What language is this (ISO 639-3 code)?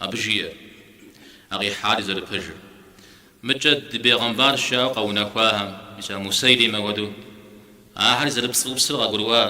kbd